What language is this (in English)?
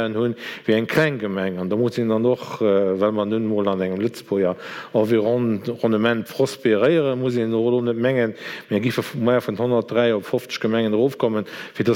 Luxembourgish